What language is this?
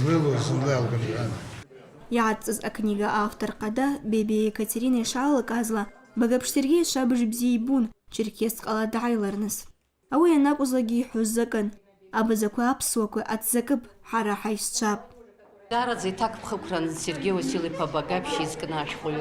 Abkhazian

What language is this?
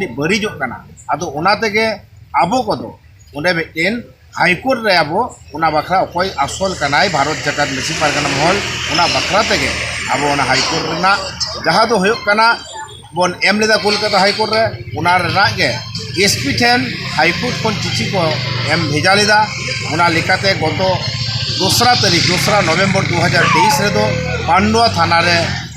Santali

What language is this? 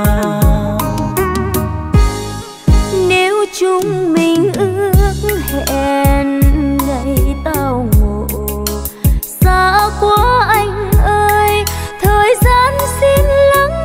Vietnamese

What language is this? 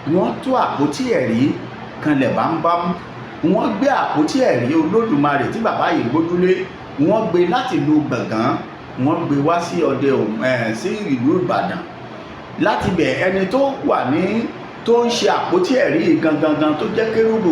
Yoruba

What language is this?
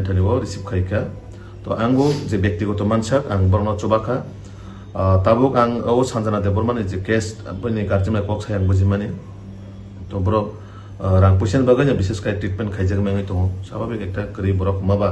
Kok Borok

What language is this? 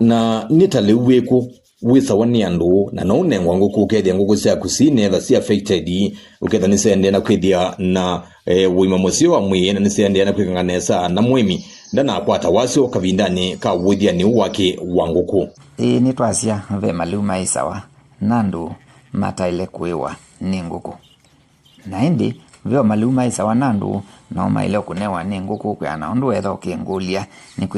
Kamba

